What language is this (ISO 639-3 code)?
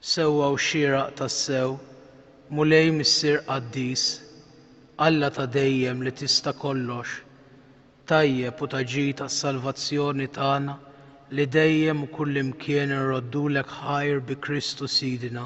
mlt